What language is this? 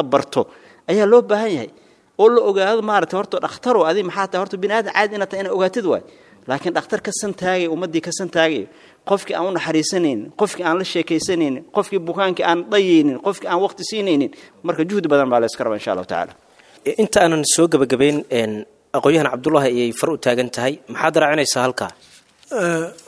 Somali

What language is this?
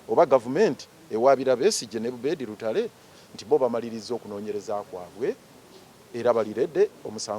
Ganda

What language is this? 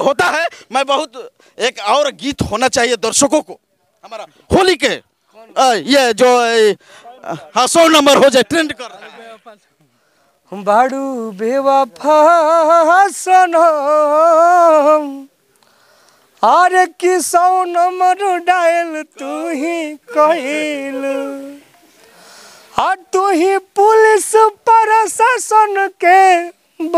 Bhojpuri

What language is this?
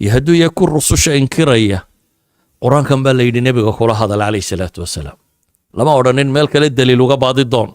Somali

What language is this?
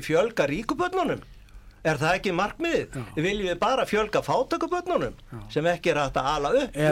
Icelandic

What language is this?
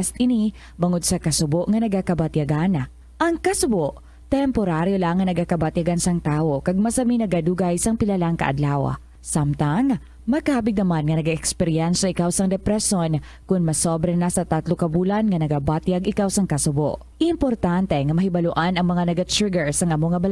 Hiligaynon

